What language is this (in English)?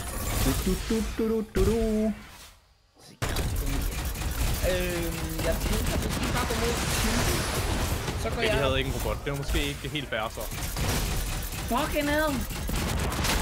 Danish